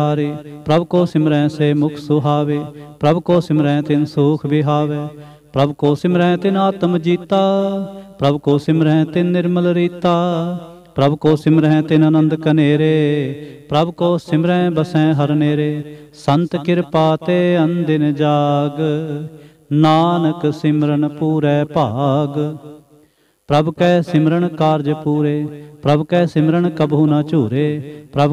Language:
Punjabi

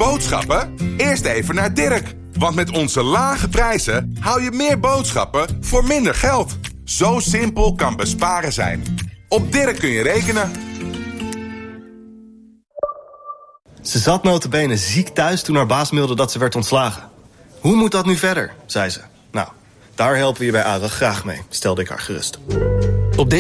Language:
Dutch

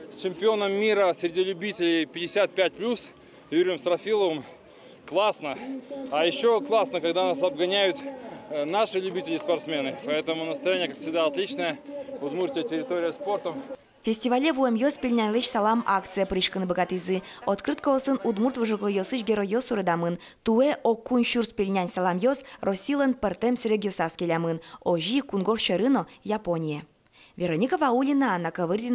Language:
Udmurt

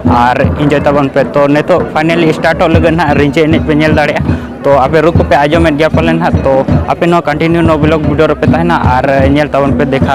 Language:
Santali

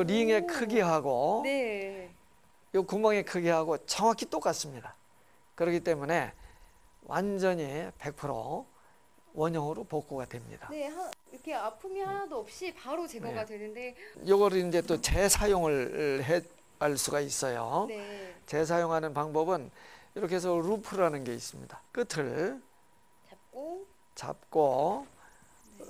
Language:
Korean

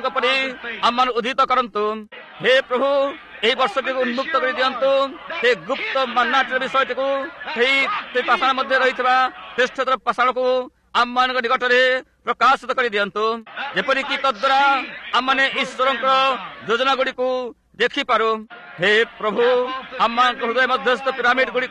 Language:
Odia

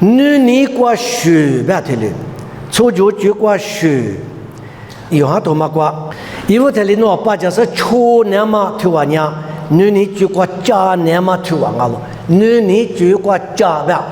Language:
Lisu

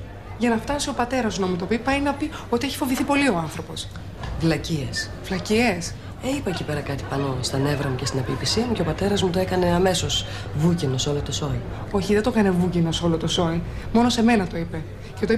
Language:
Greek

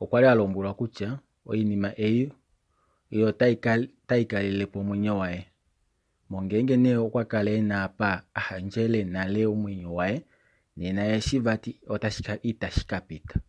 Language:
Kuanyama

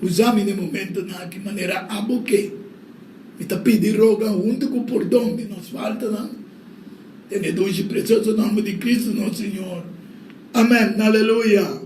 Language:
Papiamento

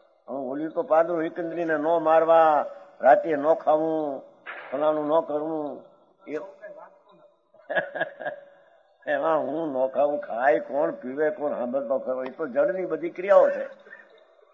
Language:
Gujarati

